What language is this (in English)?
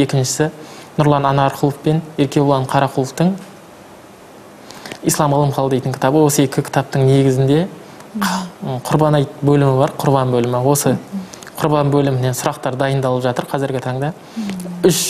Kazakh